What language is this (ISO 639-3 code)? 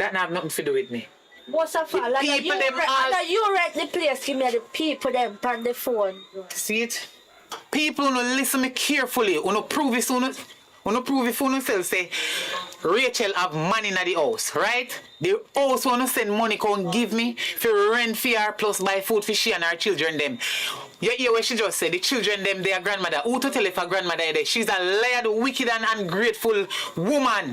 jam